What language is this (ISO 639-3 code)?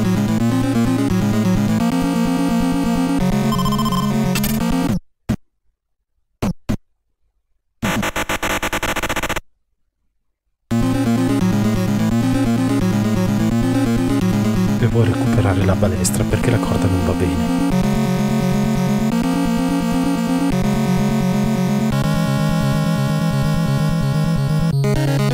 ita